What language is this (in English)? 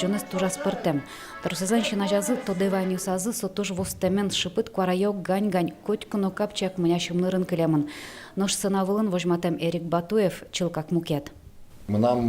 Udmurt